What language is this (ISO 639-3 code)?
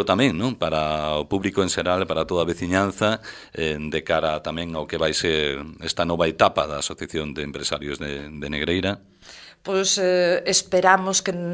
glg